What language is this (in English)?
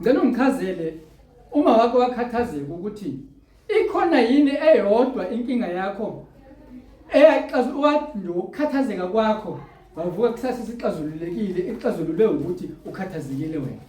Zulu